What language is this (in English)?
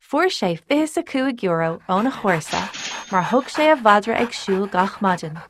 Irish